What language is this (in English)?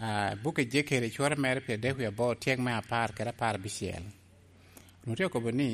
Lango (Uganda)